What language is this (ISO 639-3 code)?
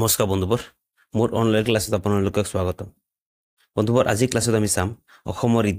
asm